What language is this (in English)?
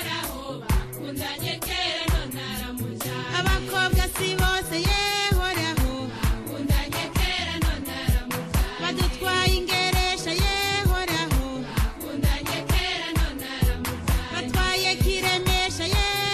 Kinyarwanda